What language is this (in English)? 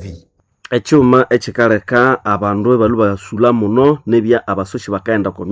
Nande